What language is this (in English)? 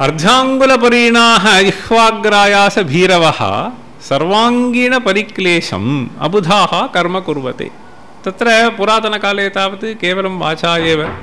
Sanskrit